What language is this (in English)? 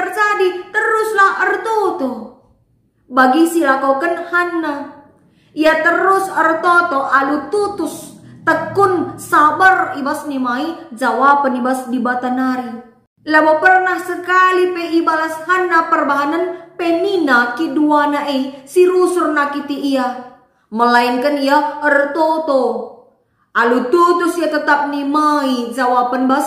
Batak Karo